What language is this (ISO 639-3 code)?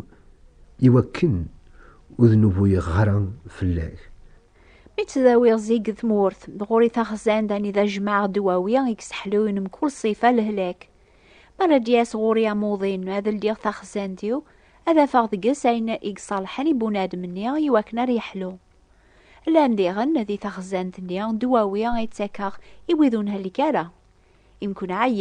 kab